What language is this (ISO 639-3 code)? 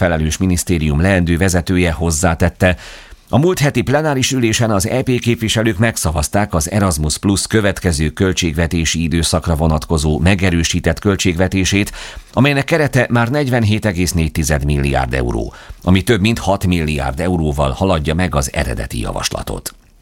hun